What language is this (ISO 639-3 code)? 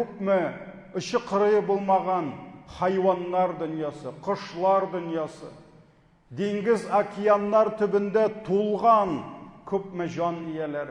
tat